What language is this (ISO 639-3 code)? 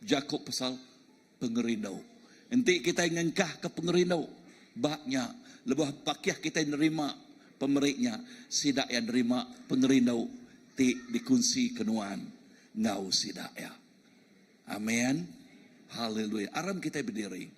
iba